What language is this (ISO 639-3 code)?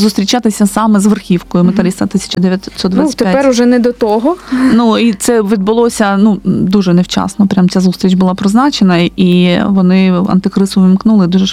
ukr